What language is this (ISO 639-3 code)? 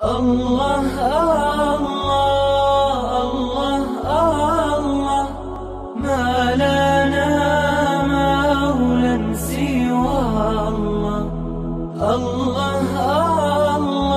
kum